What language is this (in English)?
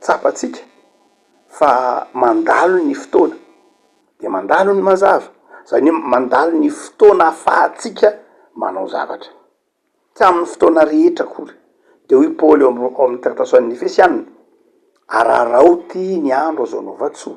Malagasy